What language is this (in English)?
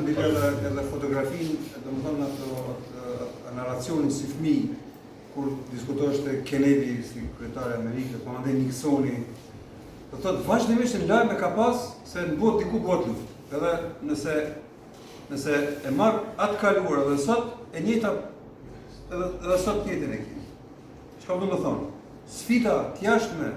Albanian